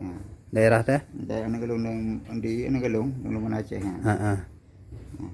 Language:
Achinese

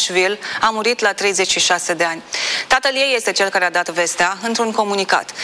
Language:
Romanian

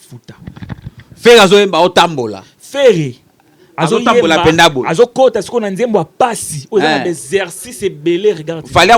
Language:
Lingala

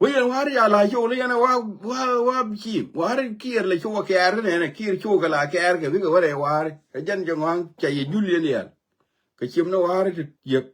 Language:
Nuer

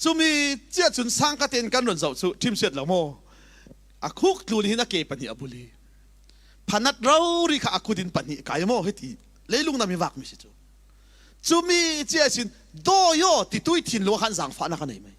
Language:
Falam Chin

